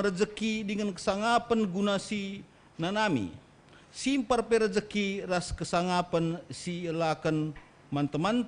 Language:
Batak Karo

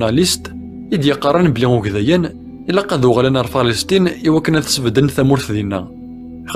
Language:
Kabyle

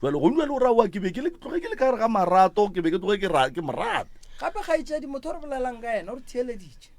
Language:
Northern Sotho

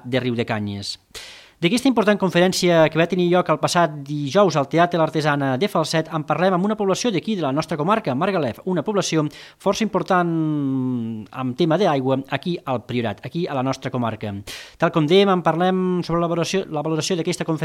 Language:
Catalan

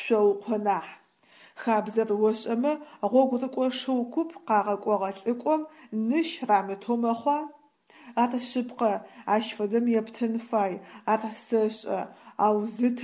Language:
Adyghe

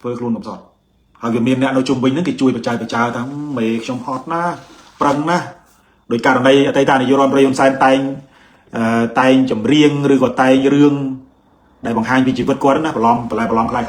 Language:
Khmer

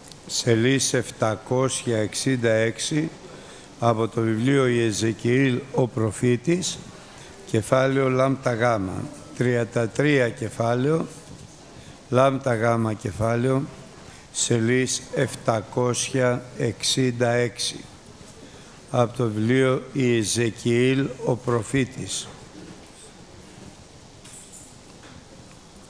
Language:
Greek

